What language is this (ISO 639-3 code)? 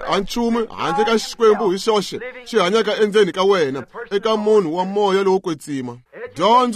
tso